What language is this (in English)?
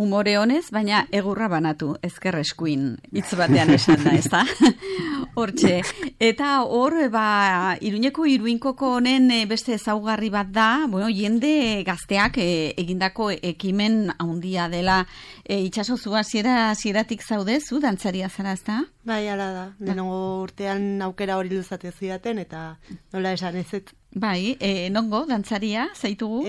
Basque